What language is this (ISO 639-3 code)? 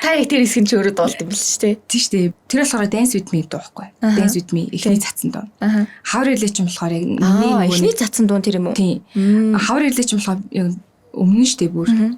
mon